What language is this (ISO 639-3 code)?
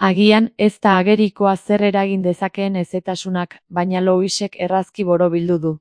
eus